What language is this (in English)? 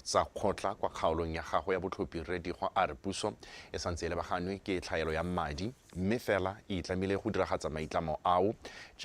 Tswana